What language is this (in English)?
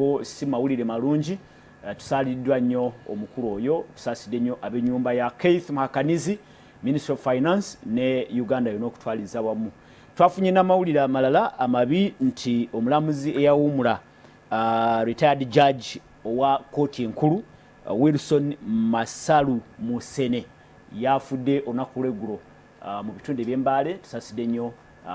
Ganda